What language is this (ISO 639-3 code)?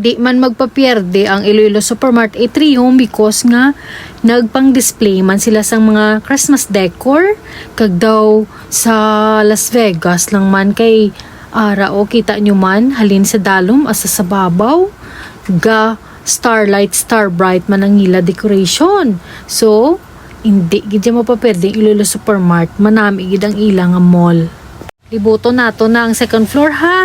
hil